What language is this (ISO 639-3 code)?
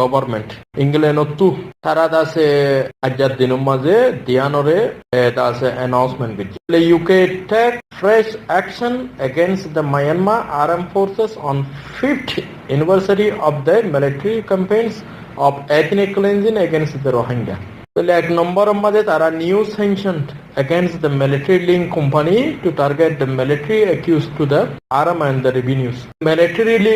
rhg